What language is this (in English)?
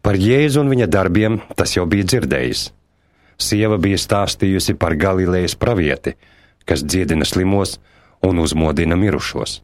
Latvian